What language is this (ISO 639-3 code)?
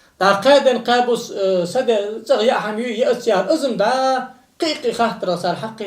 inh